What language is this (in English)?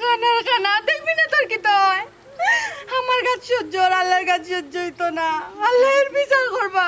Sylheti